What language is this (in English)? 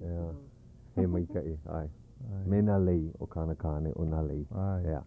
Hawaiian